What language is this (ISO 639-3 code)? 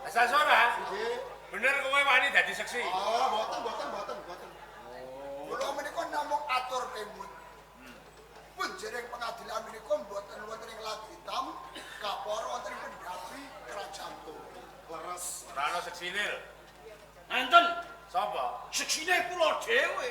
jav